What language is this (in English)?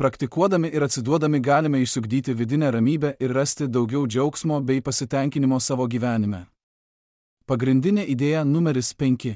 Lithuanian